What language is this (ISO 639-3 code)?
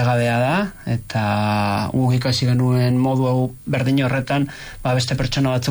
eus